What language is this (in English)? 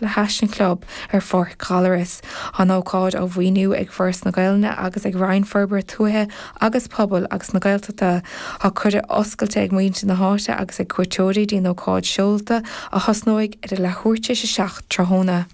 Irish